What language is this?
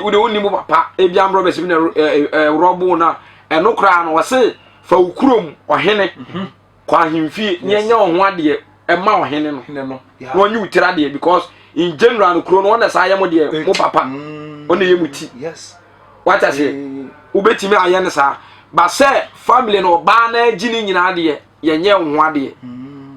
Akan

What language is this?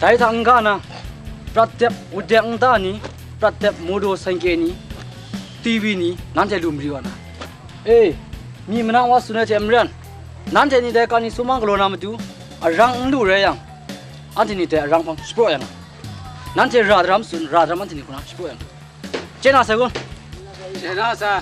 Kachin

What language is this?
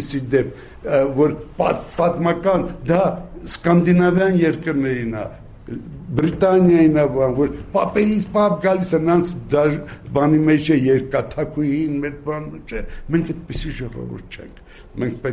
Armenian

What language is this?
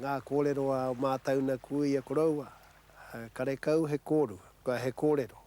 Māori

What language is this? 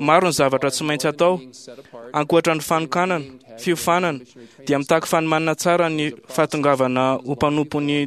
Malagasy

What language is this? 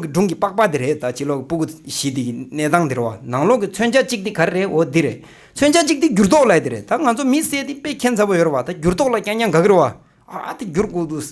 Tibetan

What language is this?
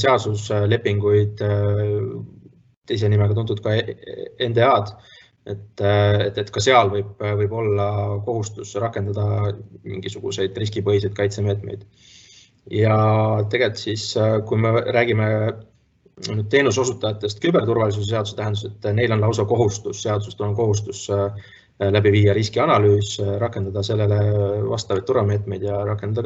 Estonian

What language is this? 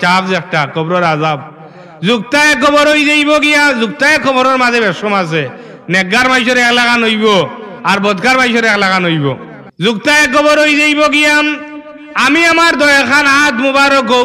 Sylheti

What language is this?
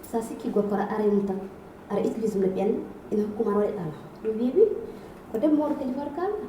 Fula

